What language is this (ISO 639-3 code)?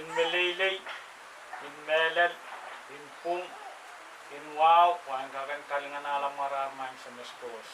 pon